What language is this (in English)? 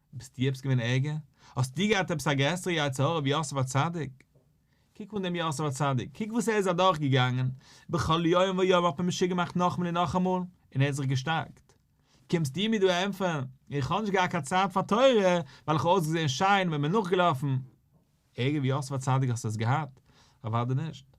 Yiddish